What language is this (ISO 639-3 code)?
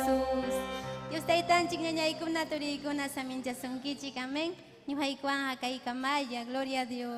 quy